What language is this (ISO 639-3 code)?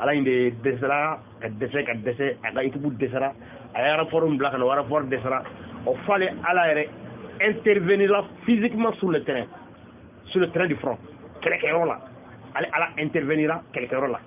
bam